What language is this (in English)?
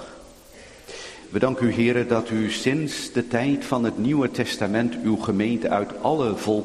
Dutch